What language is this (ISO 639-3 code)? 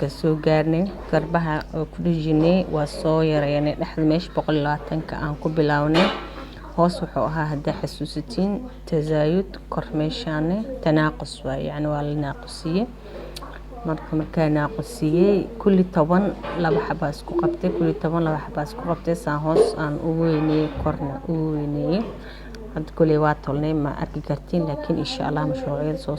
som